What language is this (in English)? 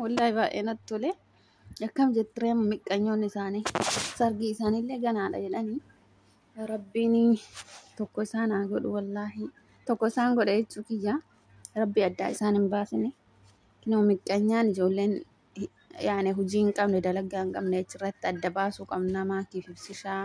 Oromo